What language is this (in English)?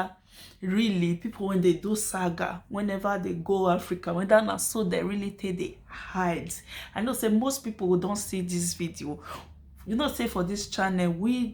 Nigerian Pidgin